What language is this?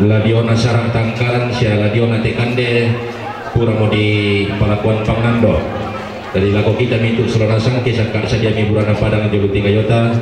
Toraja-Sa'dan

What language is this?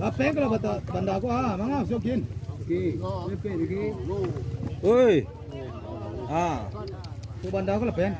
Minangkabau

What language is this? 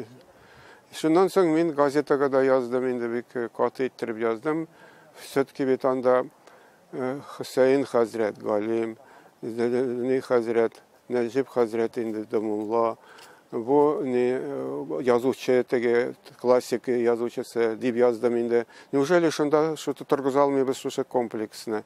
Tatar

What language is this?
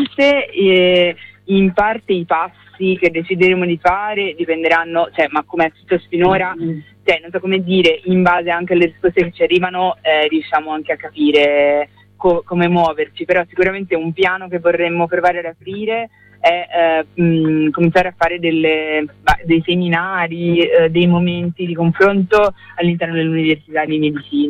Italian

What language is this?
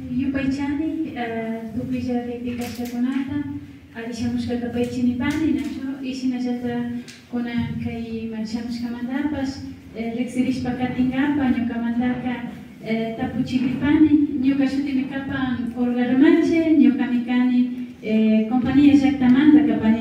Imbabura Highland Quichua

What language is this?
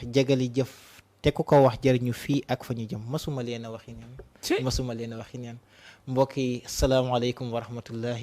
Wolof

